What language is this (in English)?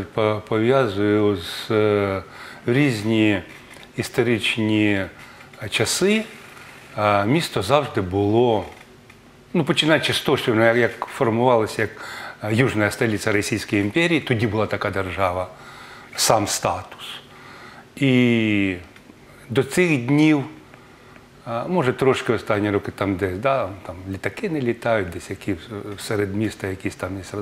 Ukrainian